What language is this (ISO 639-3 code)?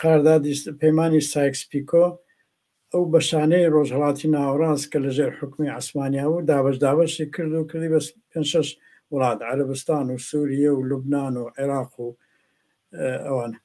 ckb